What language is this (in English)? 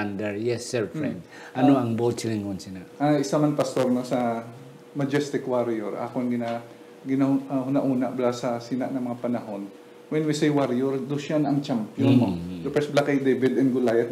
Hiligaynon